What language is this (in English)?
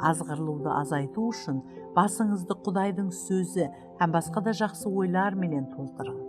Kara-Kalpak